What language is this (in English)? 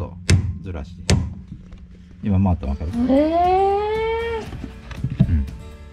Japanese